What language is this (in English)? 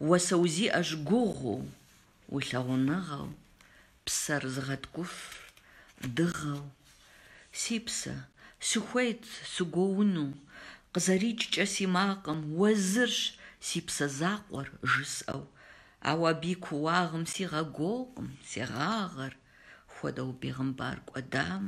Kabardian